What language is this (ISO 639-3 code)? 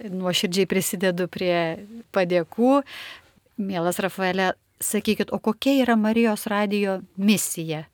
lit